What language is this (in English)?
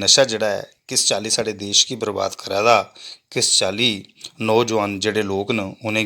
Dogri